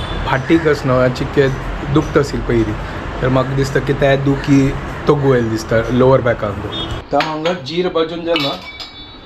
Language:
Konkani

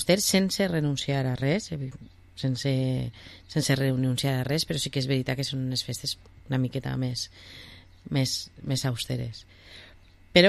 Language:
Catalan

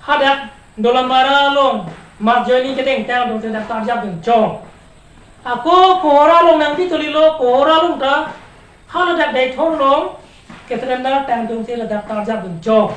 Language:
Karbi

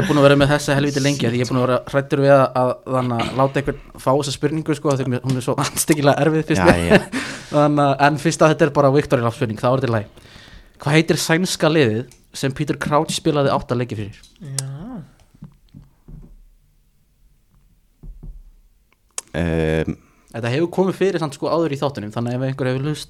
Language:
Icelandic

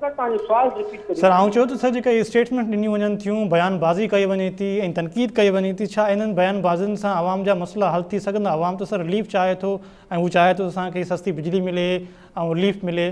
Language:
Sindhi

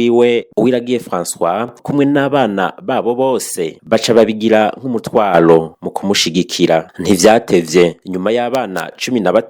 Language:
Rundi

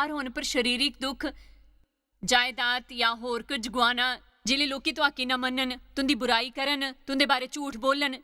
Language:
Dogri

